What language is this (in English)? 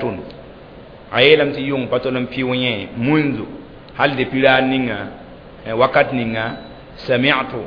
Mossi